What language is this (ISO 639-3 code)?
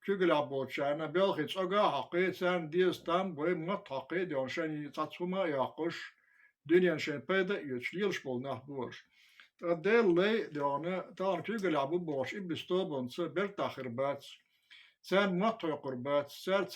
che